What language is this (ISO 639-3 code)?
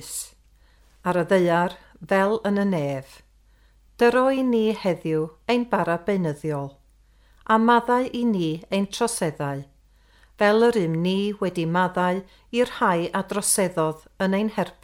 cym